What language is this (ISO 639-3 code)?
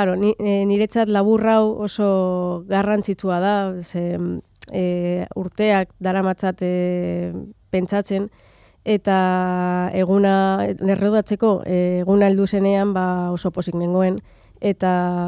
eus